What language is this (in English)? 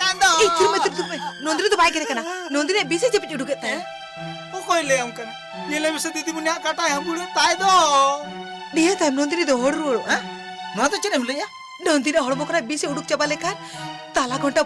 Santali